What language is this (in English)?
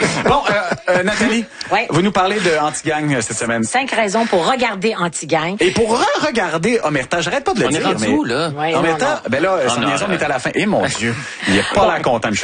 French